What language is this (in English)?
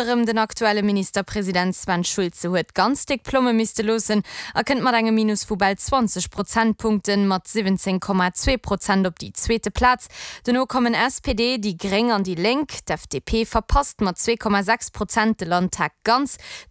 Luxembourgish